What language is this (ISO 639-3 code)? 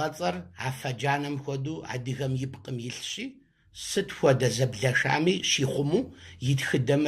kbd